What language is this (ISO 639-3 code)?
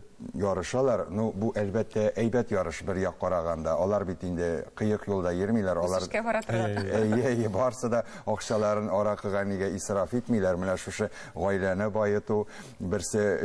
tat